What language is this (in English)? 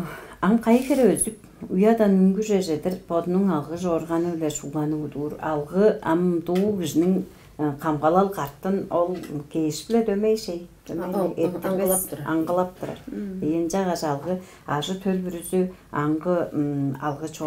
Tuvinian